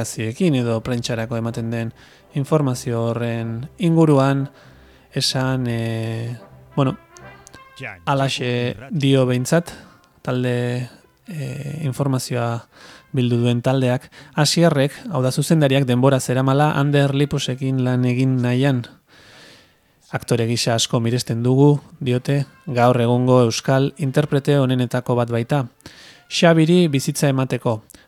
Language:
Basque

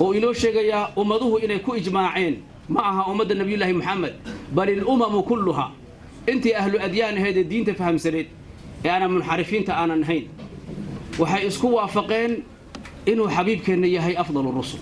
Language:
Somali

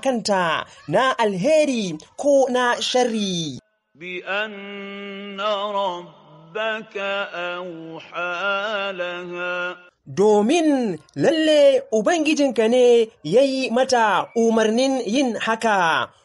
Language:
Hausa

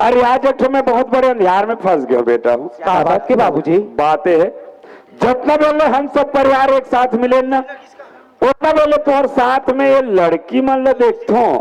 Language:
Chhattisgarhi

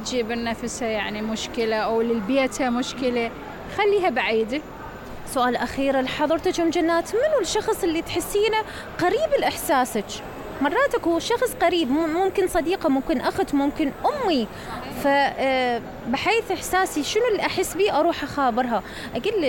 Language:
Mesopotamian Arabic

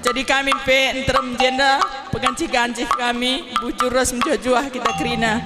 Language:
Batak Karo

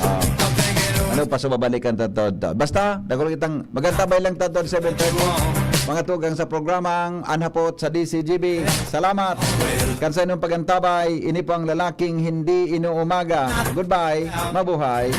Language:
Bikol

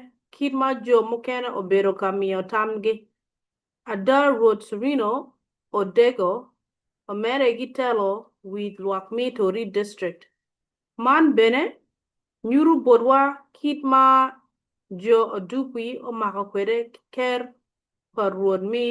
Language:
Acoli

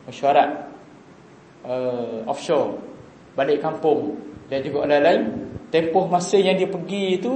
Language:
Malay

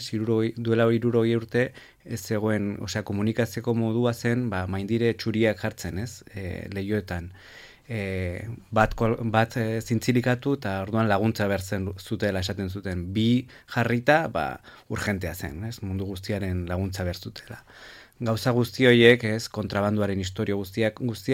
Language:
Basque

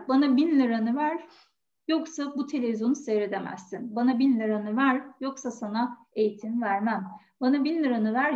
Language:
Turkish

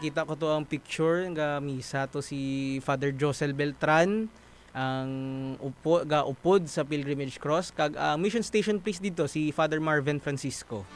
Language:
Hiligaynon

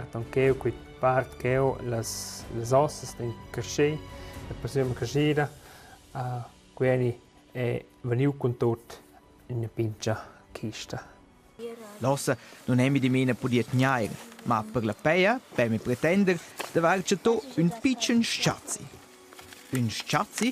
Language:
Romansh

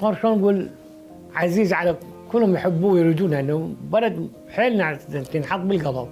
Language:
Mesopotamian Arabic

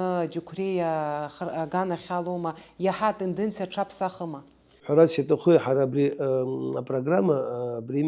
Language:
Abkhazian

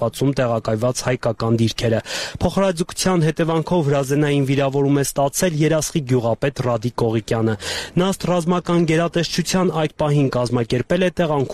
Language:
Armenian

